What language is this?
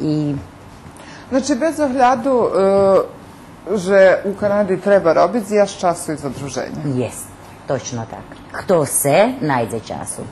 Rusyn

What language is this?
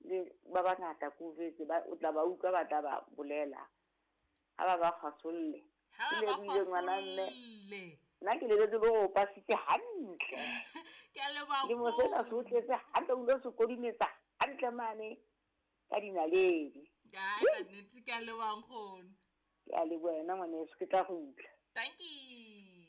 Southern Sotho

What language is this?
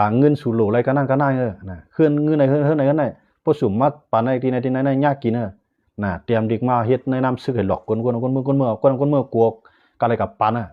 Shan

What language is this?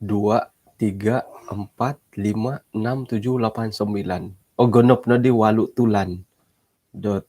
Central Dusun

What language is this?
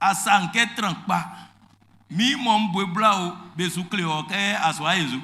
Baoulé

